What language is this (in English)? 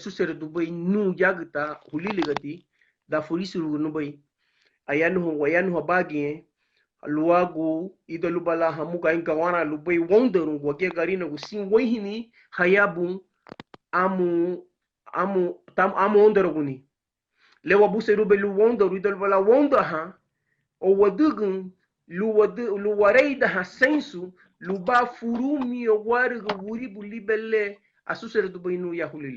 Garifuna